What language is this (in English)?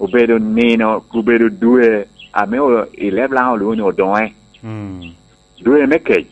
Lango (Uganda)